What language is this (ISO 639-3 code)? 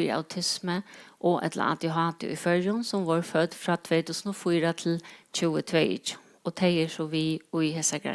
fao